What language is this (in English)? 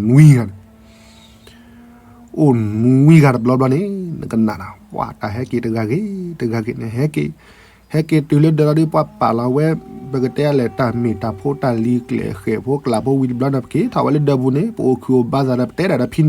S'gaw Karen